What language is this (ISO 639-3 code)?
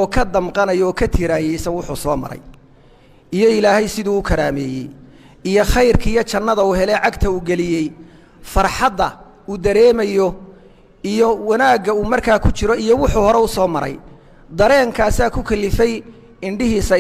som